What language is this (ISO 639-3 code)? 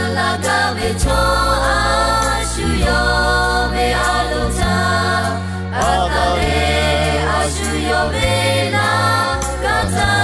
lhu